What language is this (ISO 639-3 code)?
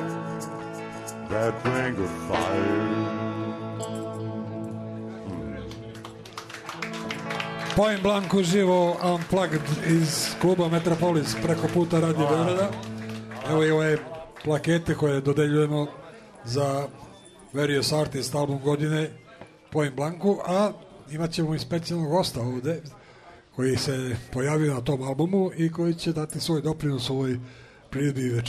srp